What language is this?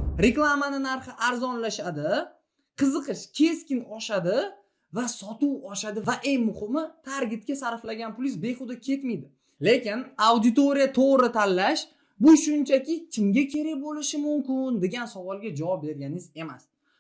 Uzbek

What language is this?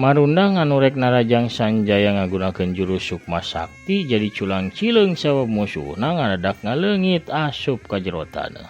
Sundanese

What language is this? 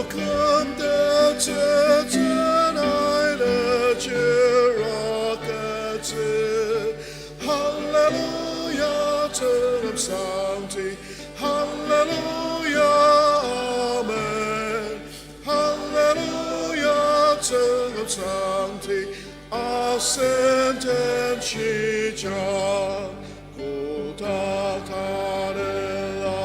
Ao Naga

